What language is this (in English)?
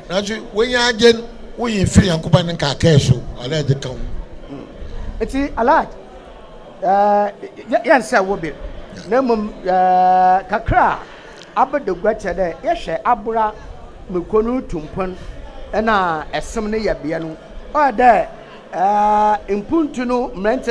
Akan